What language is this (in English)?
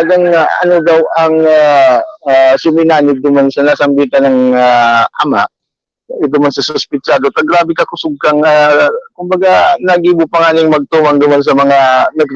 Bikol